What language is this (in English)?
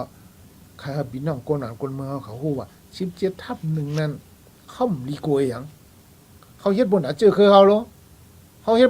Shan